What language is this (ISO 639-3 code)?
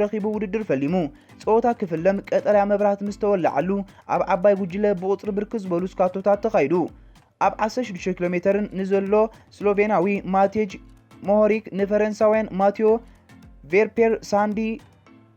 tir